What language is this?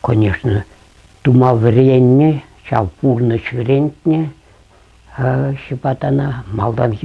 Chuvash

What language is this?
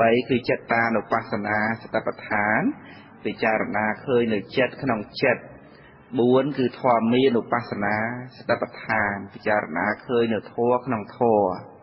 Khmer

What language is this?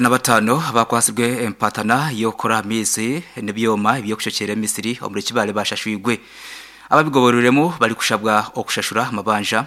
Nyankole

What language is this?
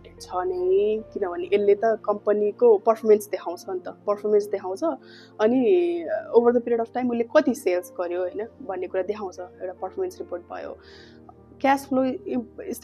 Nepali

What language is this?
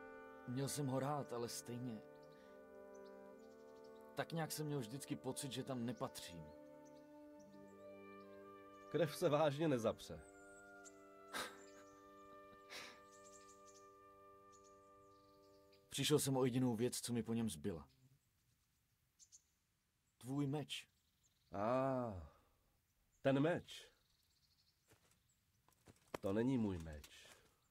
Czech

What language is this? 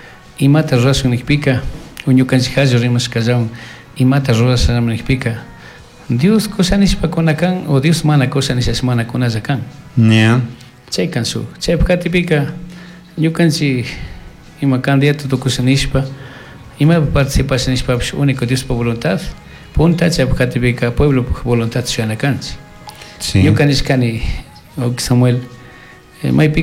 Chimborazo Highland Quichua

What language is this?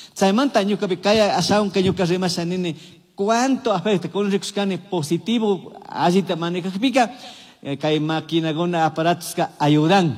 Chimborazo Highland Quichua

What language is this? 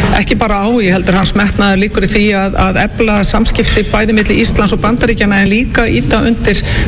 Icelandic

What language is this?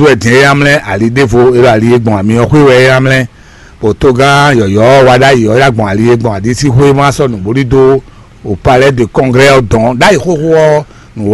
Fon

